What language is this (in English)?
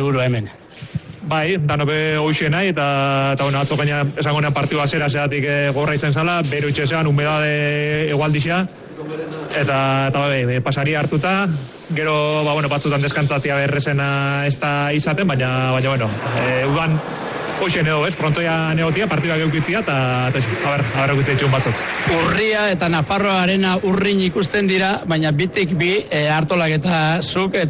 Basque